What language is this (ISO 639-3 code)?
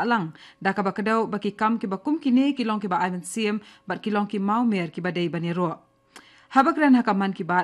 kha